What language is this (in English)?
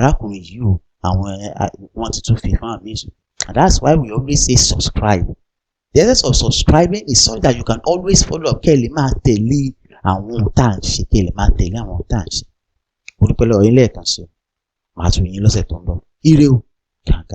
Yoruba